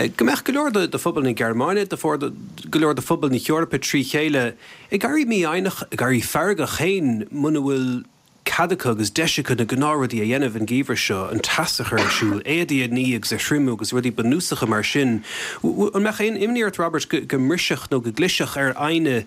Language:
Irish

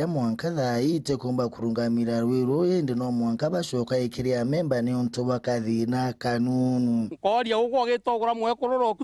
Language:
Meru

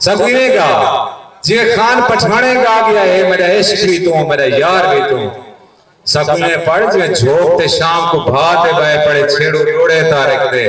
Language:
Saraiki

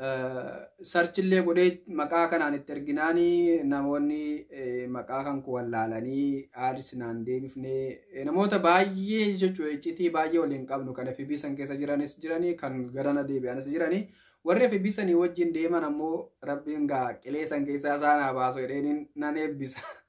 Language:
Oromo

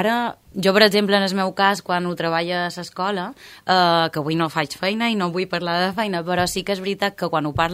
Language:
Catalan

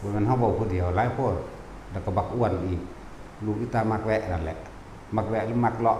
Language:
Northeastern Thai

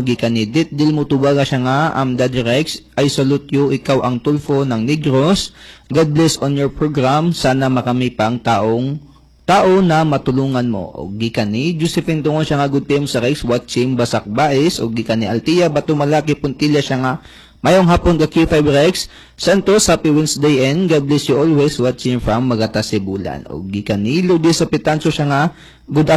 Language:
Cebuano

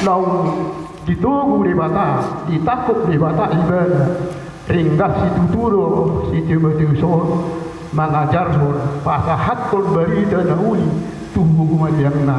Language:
Batak Toba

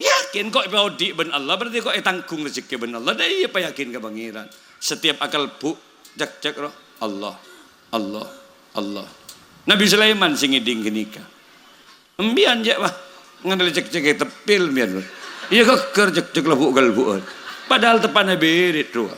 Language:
Madurese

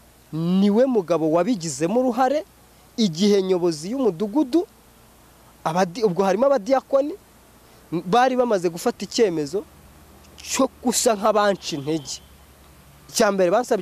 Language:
Kinyarwanda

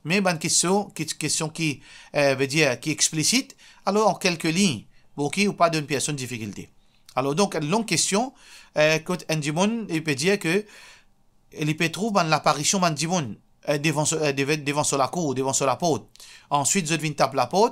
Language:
Morisyen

